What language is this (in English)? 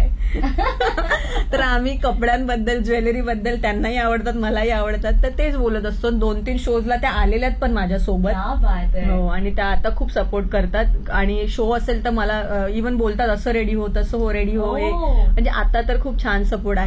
Marathi